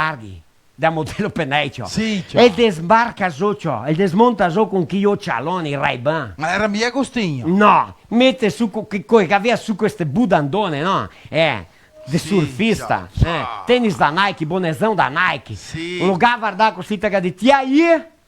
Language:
Venetian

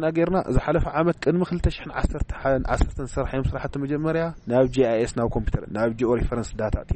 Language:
Tigrinya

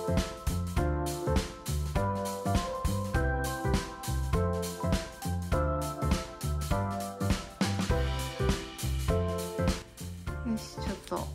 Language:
Japanese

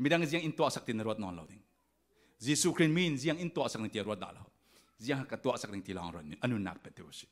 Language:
Falam Chin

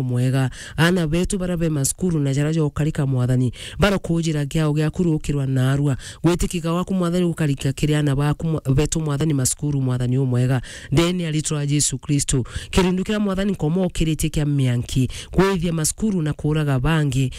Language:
Meru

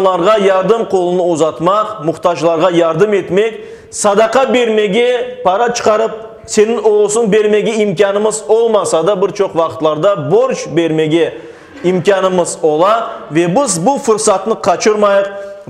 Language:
Crimean Tatar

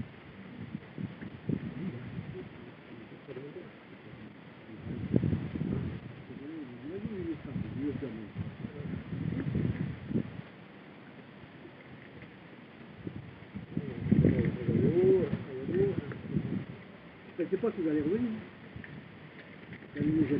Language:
French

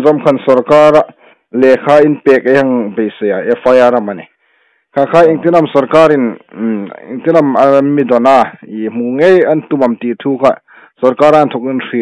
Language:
Hmar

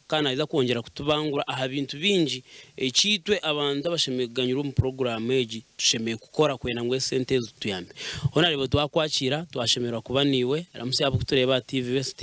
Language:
Nyankole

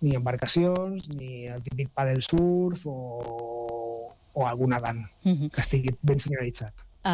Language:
Catalan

